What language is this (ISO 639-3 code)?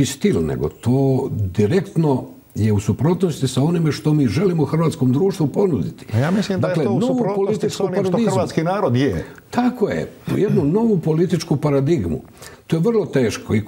hrv